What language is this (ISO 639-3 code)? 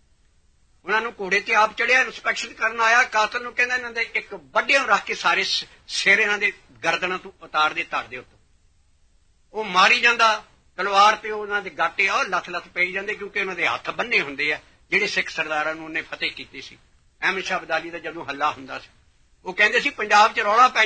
pan